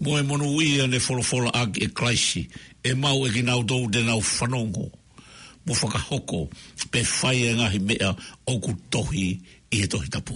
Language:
Tongan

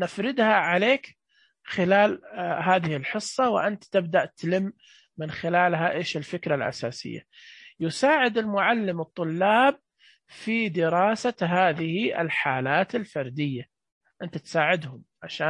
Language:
Najdi Arabic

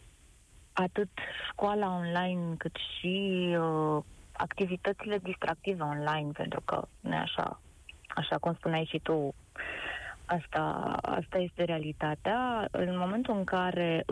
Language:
Romanian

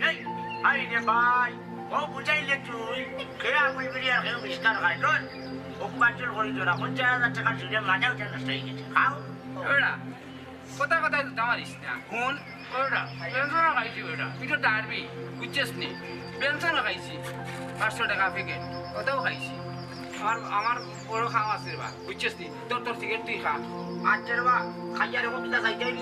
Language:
Sylheti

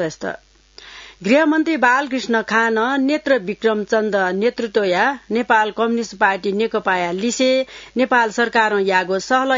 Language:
Newari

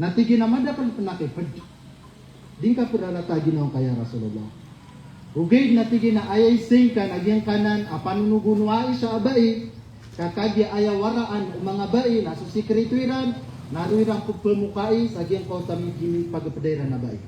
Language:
Maranao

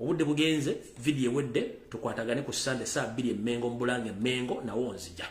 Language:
Ganda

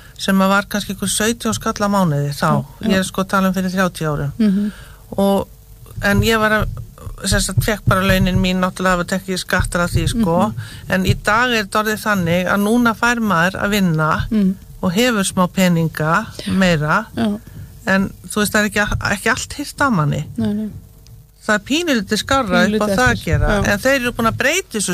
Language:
Icelandic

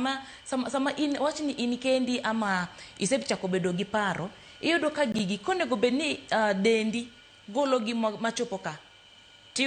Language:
Luo (Kenya and Tanzania)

